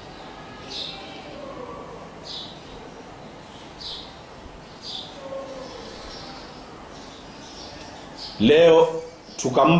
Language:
Swahili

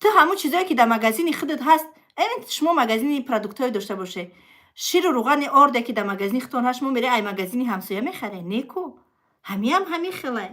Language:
Tajik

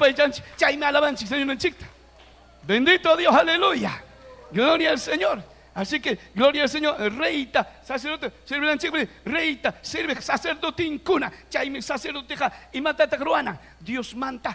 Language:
Ayacucho Quechua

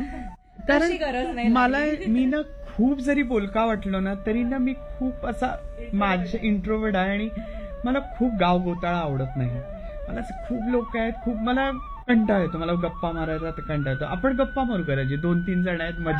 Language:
Marathi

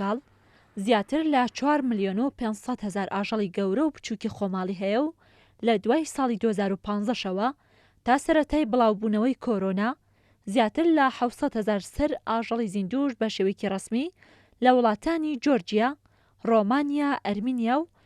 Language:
Central Kurdish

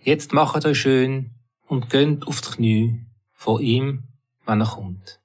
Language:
Swiss German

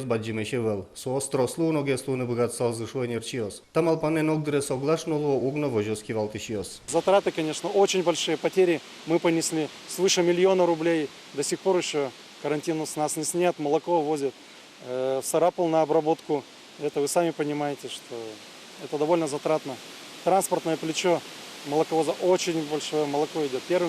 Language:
Udmurt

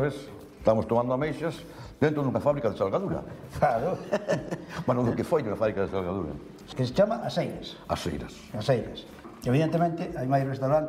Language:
Galician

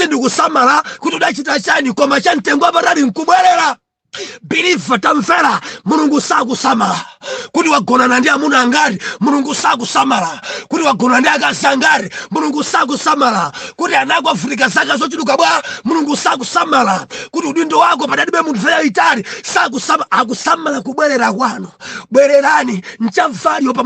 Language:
Nyanja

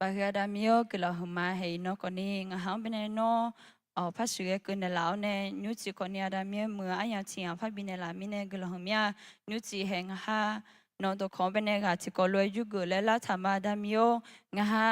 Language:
Akha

